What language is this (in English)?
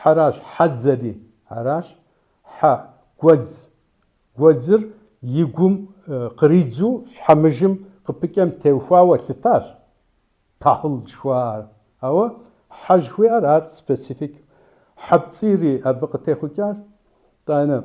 Kabardian